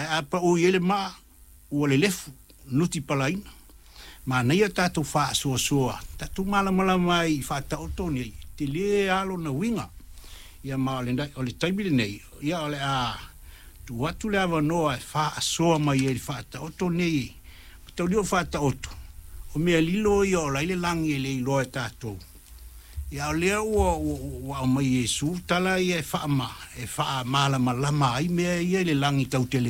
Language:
Samoan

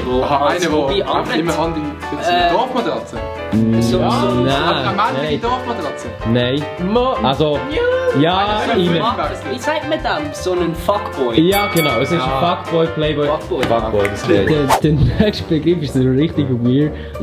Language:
Swiss German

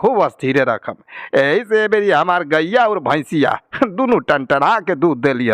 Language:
Bhojpuri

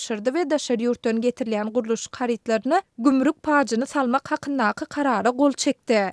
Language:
Turkmen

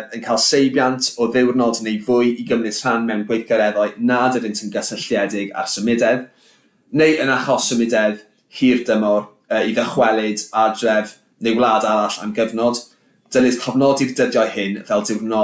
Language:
Welsh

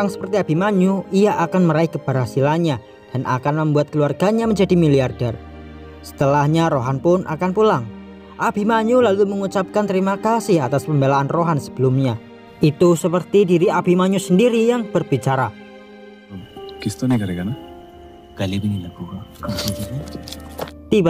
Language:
Indonesian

